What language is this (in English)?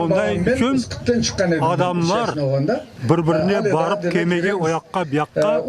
Crimean Tatar